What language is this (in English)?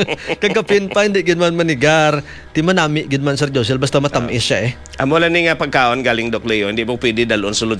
Hiligaynon